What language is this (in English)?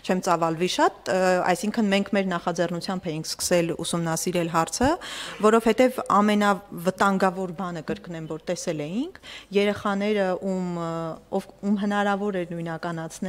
Armenian